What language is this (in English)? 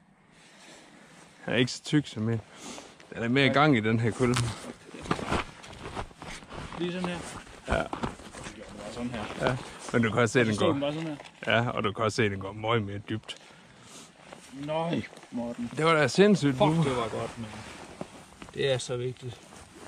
Danish